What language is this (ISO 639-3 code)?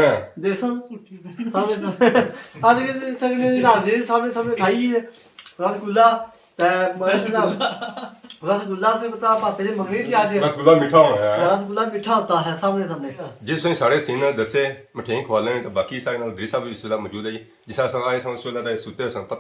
phr